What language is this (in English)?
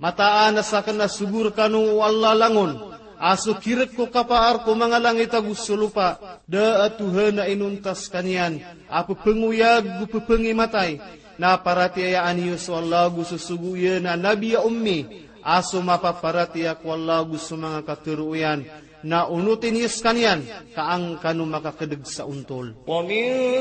Maranao